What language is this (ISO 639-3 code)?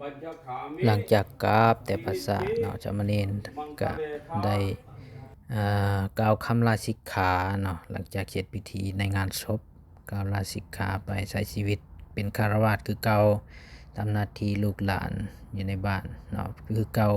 lao